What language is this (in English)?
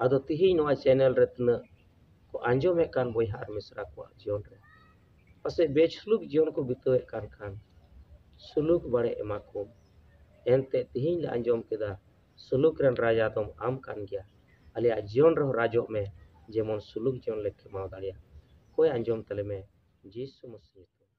Santali